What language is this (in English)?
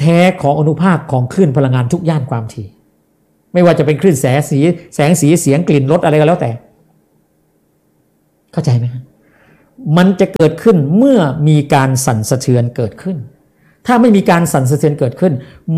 Thai